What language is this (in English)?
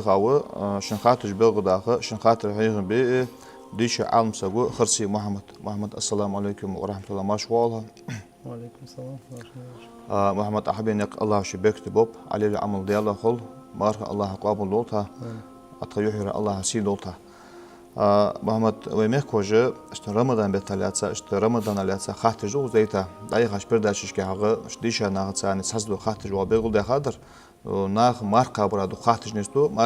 Ingush